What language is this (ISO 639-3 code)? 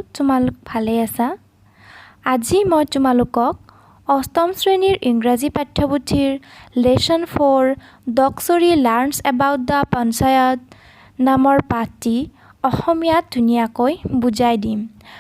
asm